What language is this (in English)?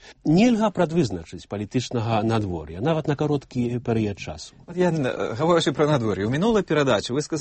Belarusian